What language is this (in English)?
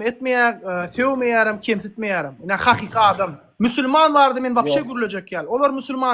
Turkmen